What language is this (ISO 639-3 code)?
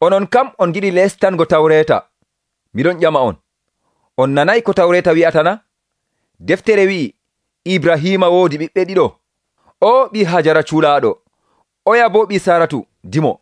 fuv